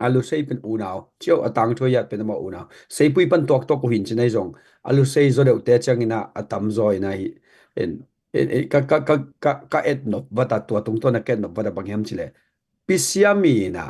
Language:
Tedim Chin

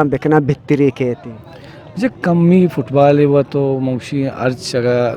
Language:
Eastern Balochi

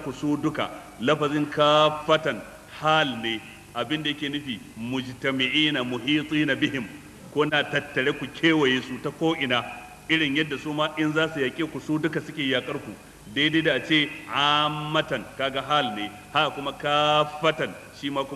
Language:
Hausa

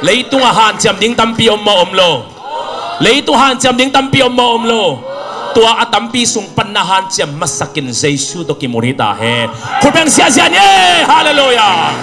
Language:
Tedim Chin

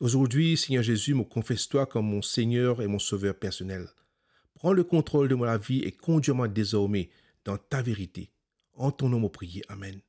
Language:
Morisyen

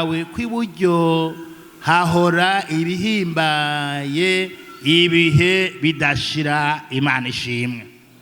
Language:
Rundi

